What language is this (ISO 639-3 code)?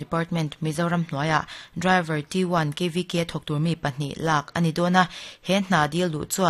lus